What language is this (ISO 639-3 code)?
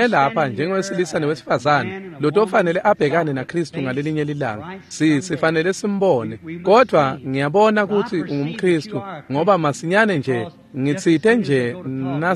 ssw